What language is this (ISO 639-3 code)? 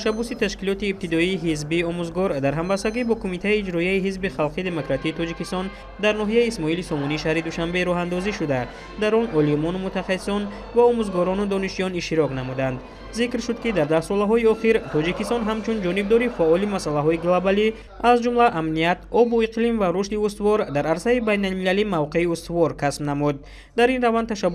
tgk